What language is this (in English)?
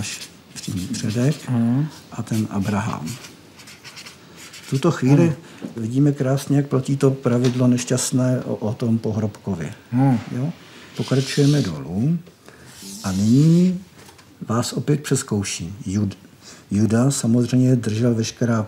Czech